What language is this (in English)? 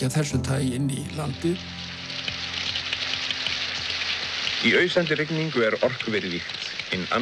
Icelandic